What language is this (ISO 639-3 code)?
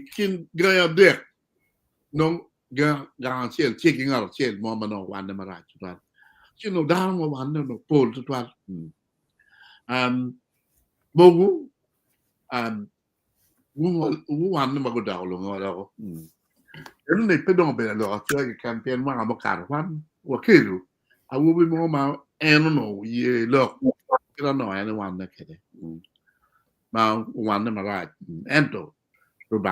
ach